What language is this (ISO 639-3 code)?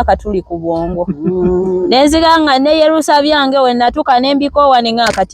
lug